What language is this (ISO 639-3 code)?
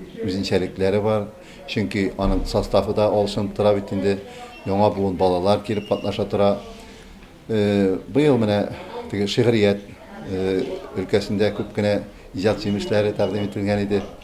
tat